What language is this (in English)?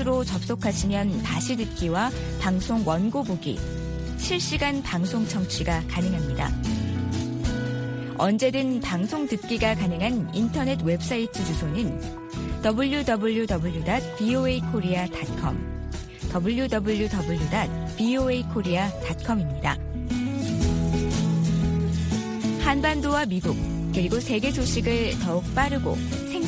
Korean